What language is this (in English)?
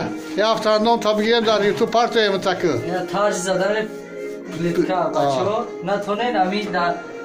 Tajik